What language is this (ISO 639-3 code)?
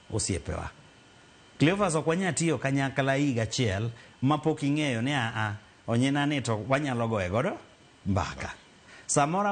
luo